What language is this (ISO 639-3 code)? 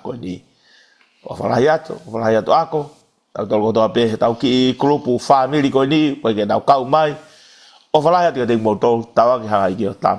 ton